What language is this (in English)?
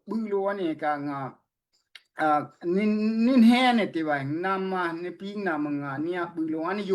Daai Chin